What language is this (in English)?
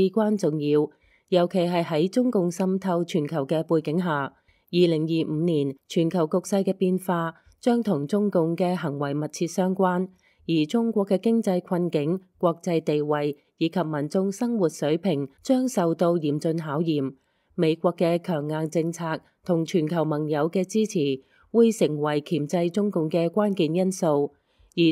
Cantonese